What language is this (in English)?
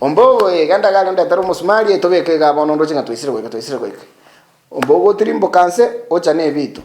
Gusii